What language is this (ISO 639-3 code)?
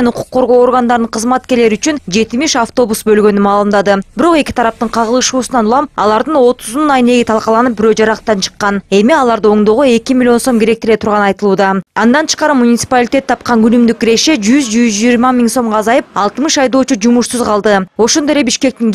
kir